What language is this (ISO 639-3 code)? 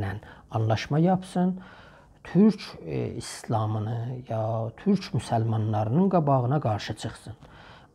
azb